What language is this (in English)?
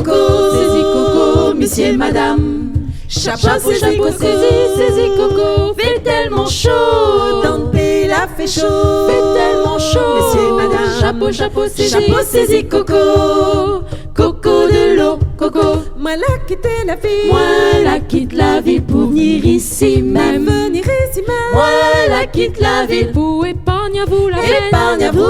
Réunion Creole French